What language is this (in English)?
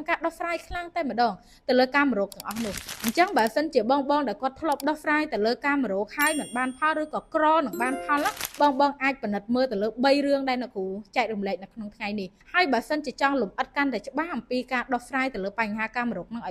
Khmer